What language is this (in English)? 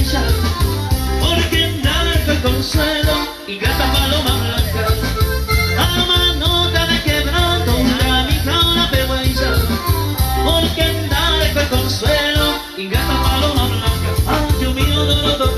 Guarani